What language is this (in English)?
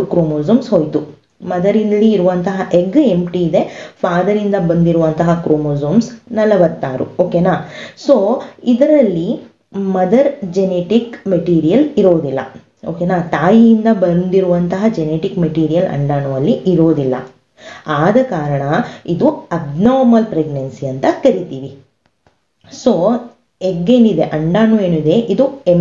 Kannada